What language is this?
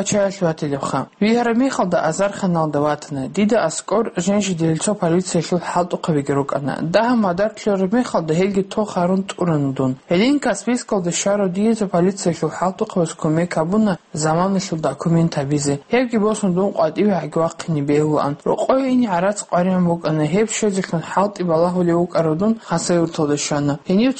Avaric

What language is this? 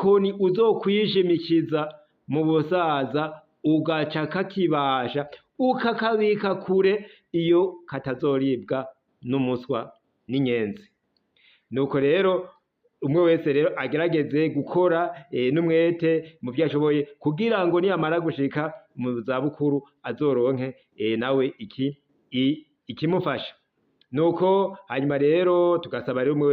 Rundi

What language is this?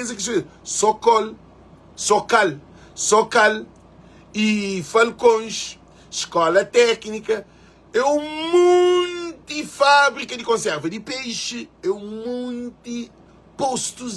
Kabuverdianu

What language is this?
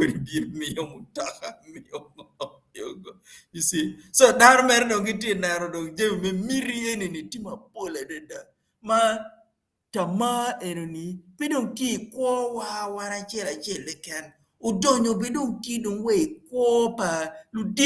Acoli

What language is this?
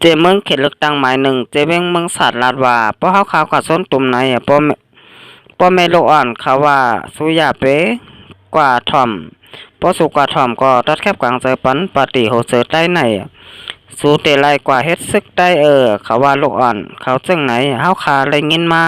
Shan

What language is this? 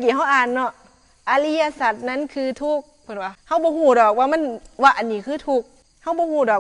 Northeastern Thai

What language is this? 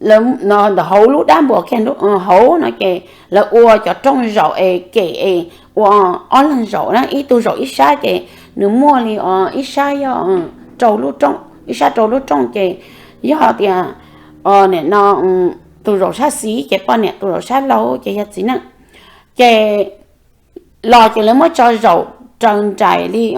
Hmong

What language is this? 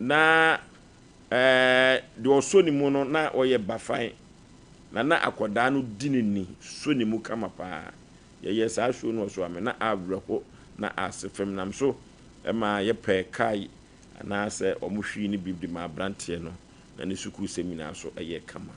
Akan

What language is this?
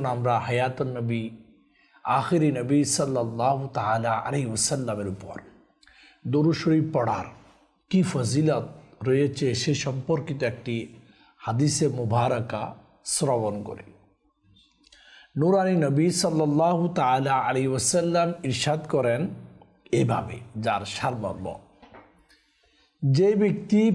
Bangla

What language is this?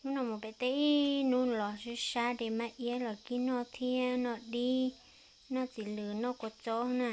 Hmong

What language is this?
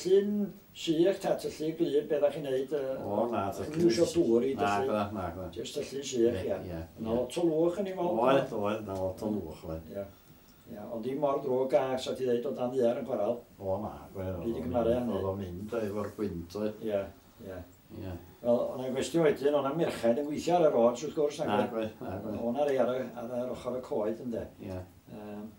Welsh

